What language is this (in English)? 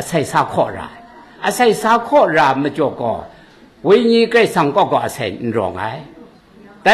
Kachin